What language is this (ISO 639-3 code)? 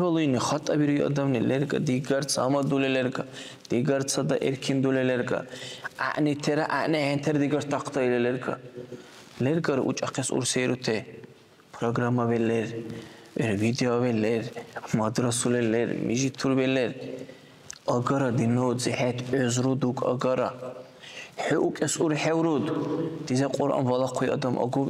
dar